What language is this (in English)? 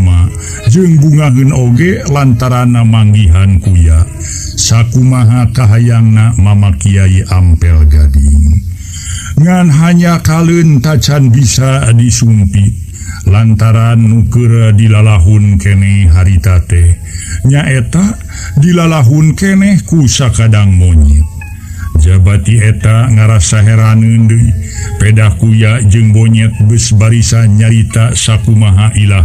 Sundanese